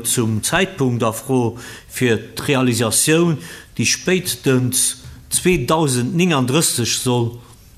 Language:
Luxembourgish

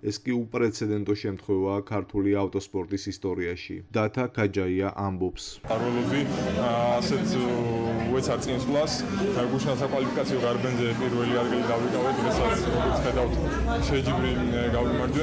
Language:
Georgian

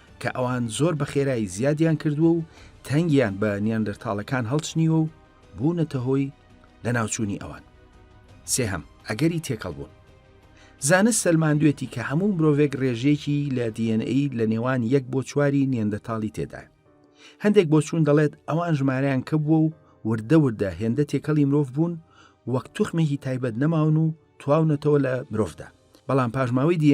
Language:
Central Kurdish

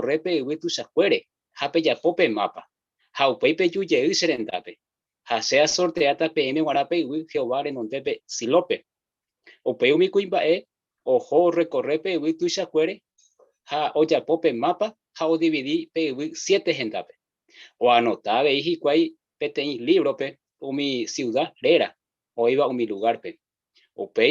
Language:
Guarani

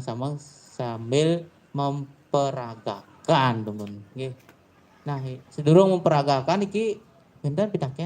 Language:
Balinese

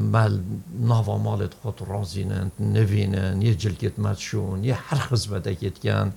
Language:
Kurdish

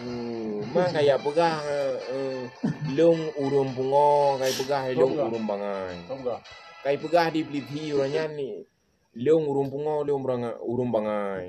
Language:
Achinese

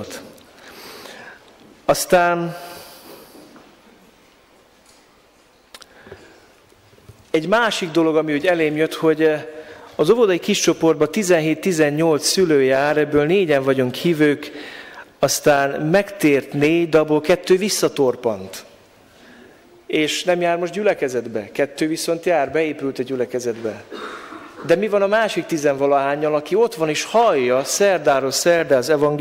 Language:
Hungarian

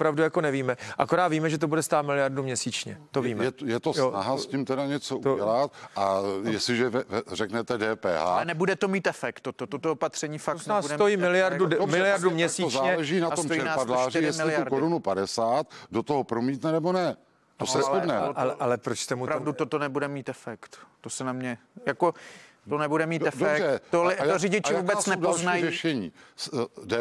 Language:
Czech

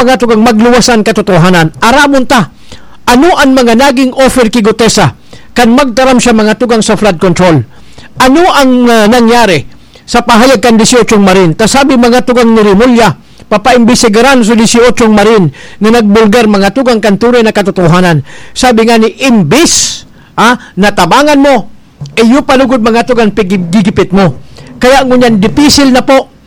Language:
Bikol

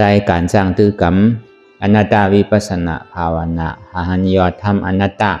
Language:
Shan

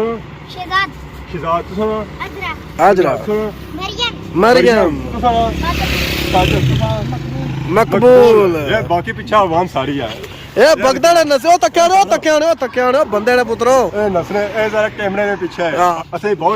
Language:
Pahari-Potwari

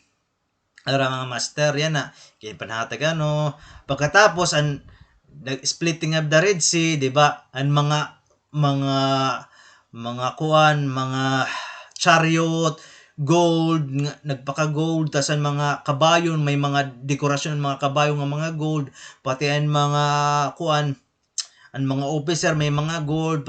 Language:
Waray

